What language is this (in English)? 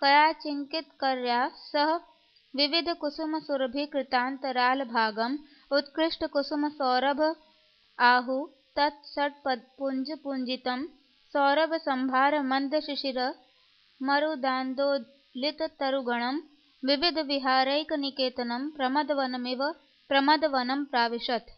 Sanskrit